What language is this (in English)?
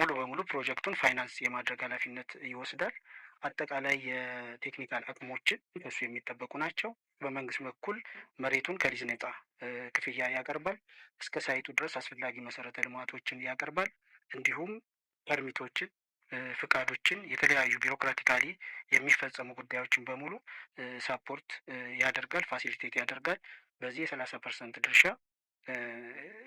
Amharic